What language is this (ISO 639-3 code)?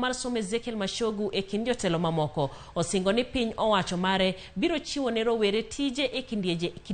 luo